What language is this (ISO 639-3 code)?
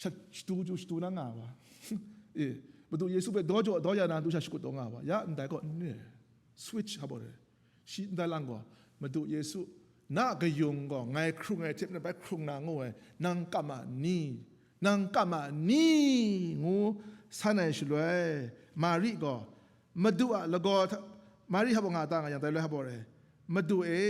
kac